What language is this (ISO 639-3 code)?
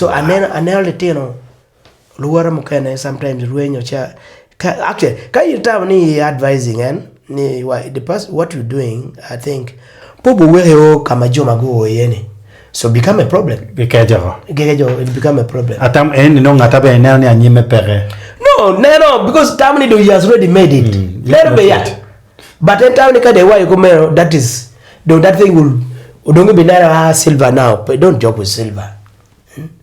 ach